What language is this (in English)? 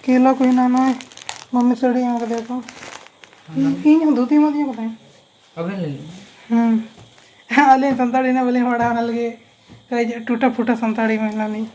Santali